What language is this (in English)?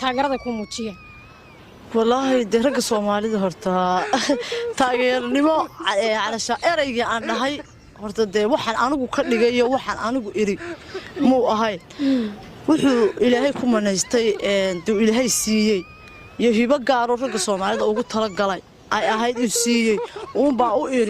Somali